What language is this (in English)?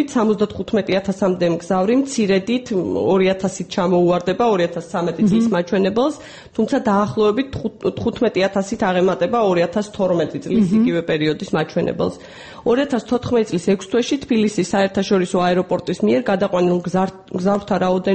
Georgian